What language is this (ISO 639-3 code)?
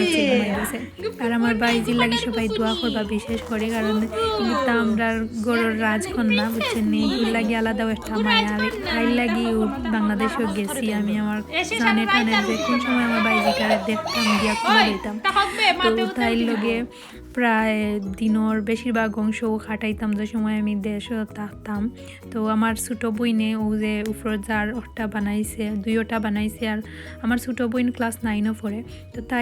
syl